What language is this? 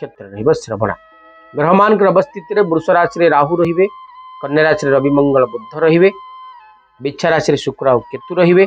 Odia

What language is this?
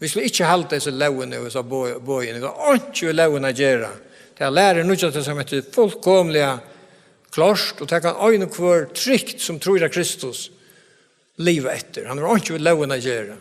Faroese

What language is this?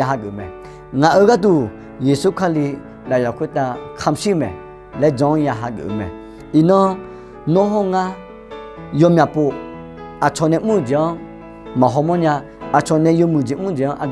Akha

